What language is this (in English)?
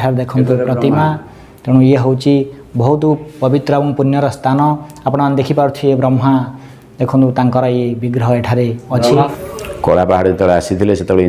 Odia